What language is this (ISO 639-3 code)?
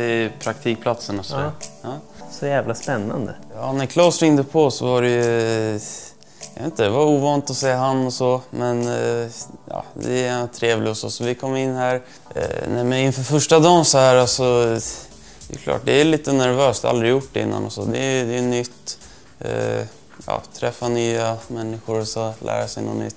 swe